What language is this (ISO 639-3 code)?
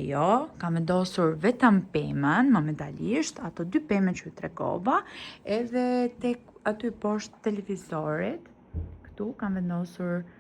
sqi